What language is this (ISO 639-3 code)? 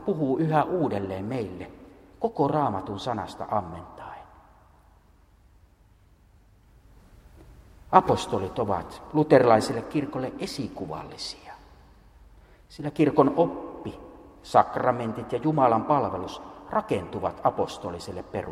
fin